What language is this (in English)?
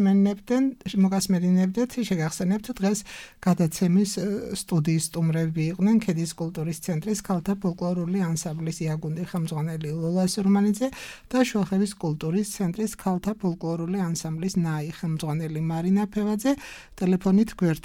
Georgian